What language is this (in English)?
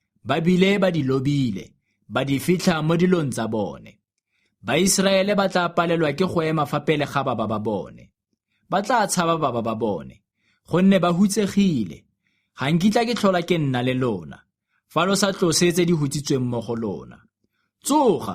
Tswana